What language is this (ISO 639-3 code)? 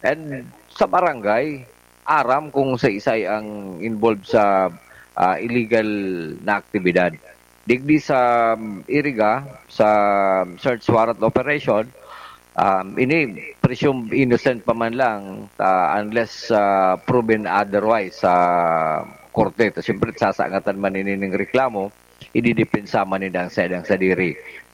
bik